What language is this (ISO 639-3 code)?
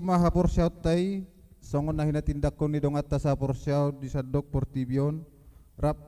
bbc